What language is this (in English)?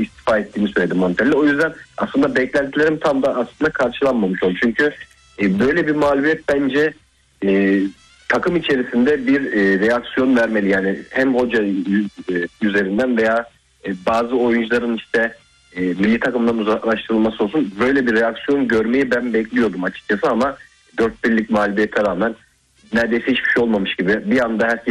Turkish